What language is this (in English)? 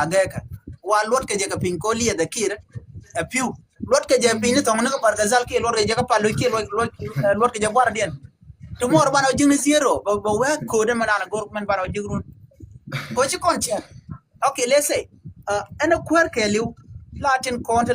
Nuer